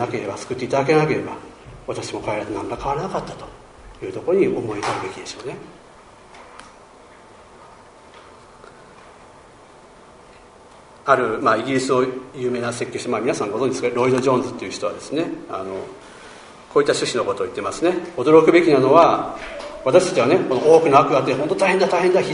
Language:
Japanese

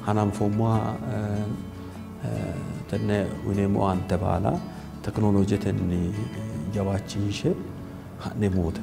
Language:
Sidamo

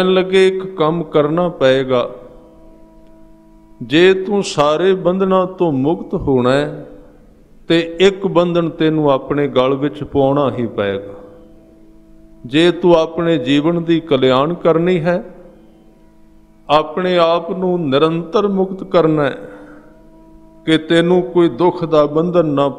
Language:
Punjabi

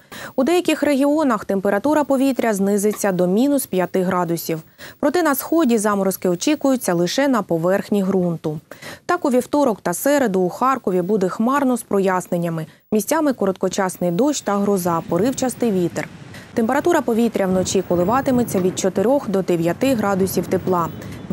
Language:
Ukrainian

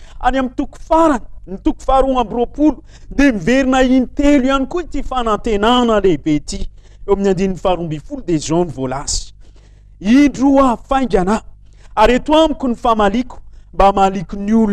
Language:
Malagasy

